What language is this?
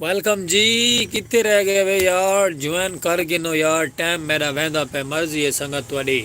Saraiki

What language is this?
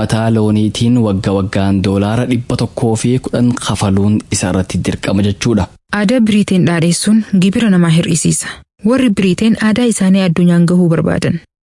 Somali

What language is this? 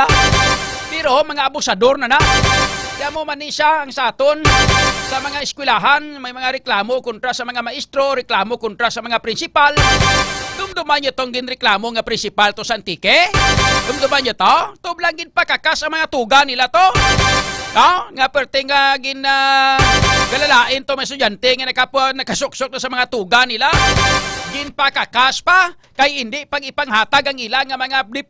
Hiligaynon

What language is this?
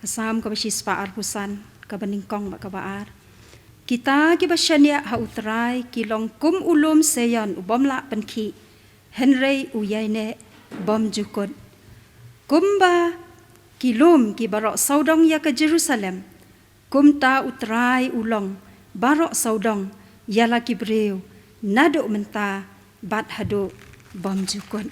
Khasi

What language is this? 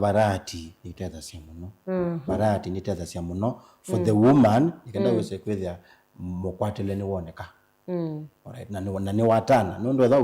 Kamba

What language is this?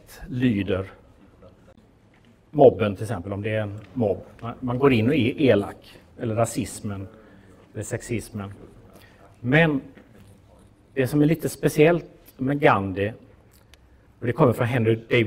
Swedish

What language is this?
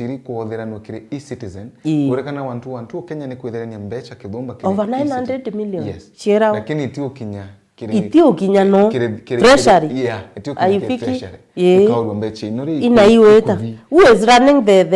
Meru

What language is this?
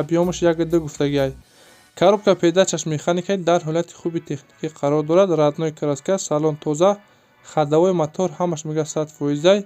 Tajik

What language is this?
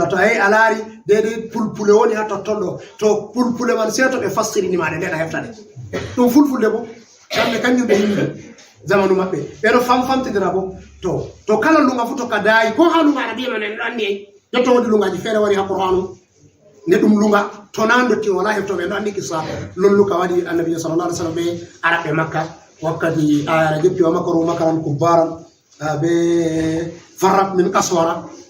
Fula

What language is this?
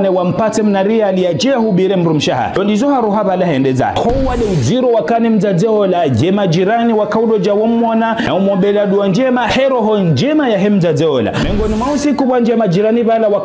Ngazidja Comorian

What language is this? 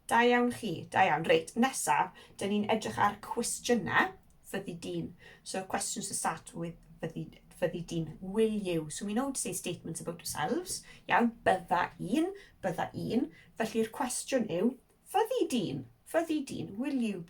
Welsh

